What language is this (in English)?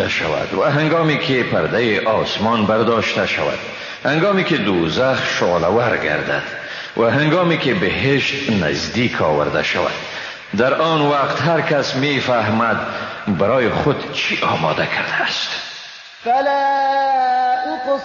Persian